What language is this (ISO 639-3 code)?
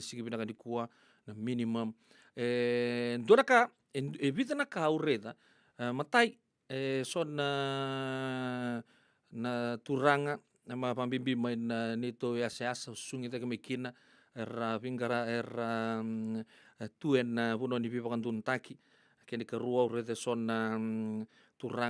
fij